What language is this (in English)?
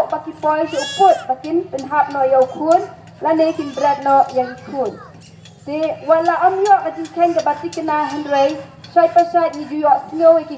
Khasi